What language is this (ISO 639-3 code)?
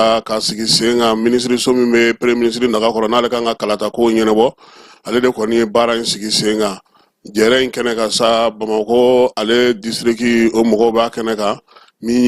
bam